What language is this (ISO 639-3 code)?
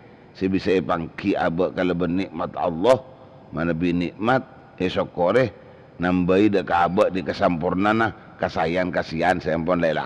mad